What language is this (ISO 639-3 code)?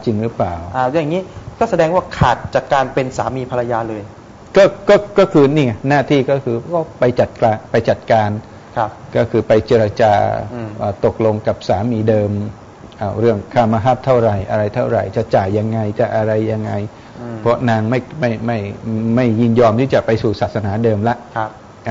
tha